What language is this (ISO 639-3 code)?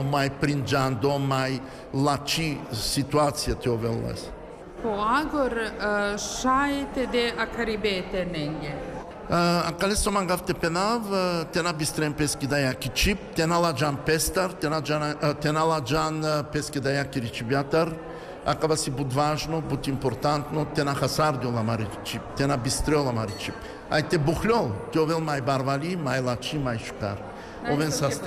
srp